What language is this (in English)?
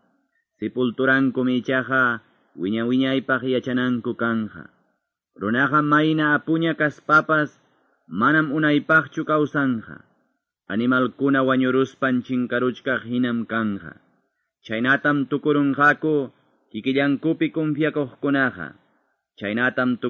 Quechua